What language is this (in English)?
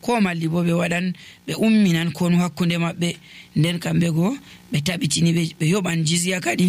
Nigerian Fulfulde